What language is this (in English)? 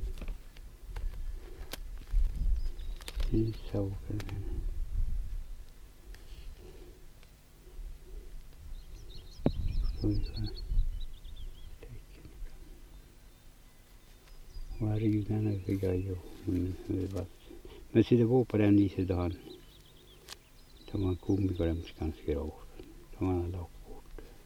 Swedish